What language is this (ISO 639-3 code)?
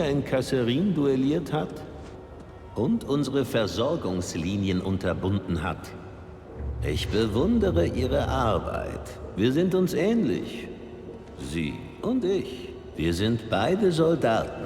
bar